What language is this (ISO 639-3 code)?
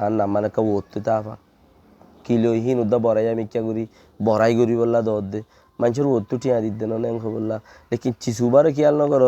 rhg